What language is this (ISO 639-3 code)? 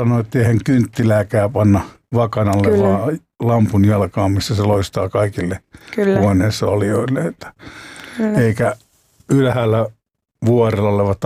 fin